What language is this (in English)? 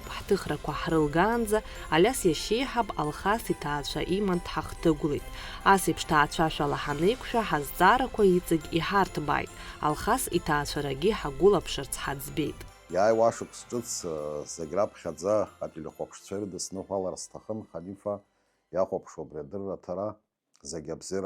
Abkhazian